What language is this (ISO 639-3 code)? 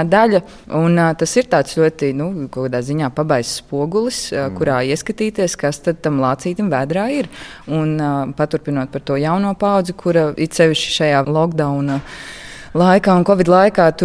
lav